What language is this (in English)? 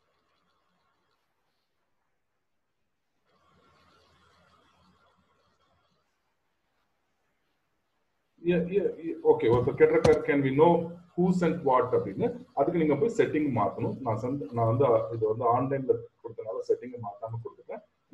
Tamil